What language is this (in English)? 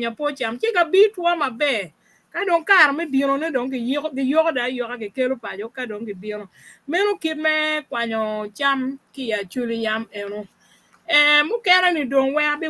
Acoli